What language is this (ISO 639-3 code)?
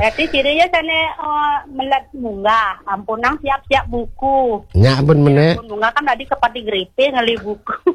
ban